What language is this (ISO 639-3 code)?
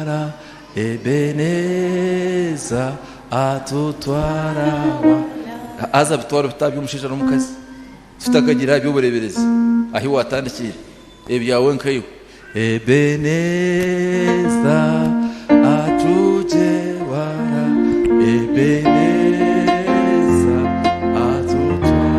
nyn